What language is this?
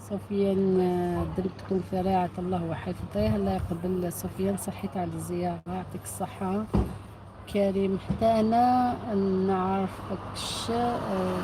Algerian Arabic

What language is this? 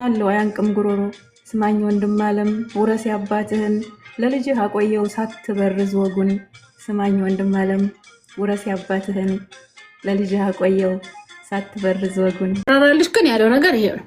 Amharic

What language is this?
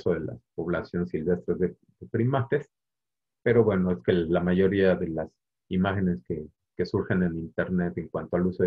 Spanish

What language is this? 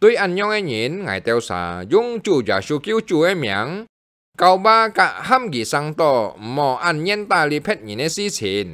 Hakka Chinese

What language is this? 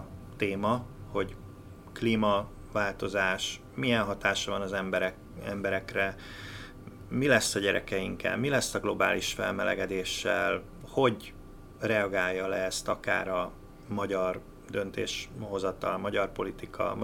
Hungarian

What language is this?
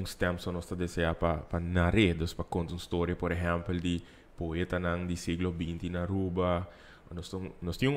Papiamento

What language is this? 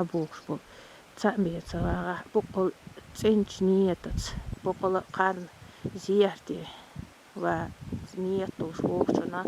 Chechen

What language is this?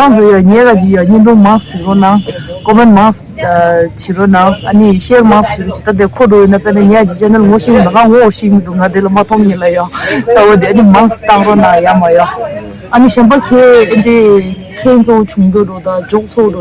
Tibetan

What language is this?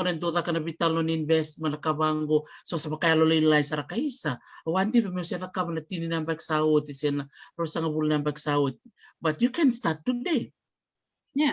Fijian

